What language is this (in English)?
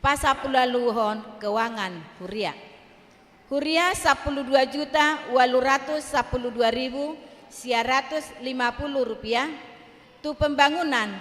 Batak Toba